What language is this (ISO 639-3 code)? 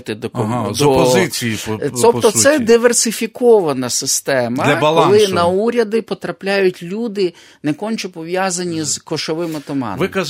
ukr